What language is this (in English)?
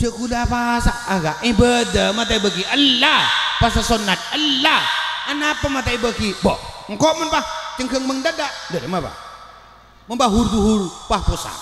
Madurese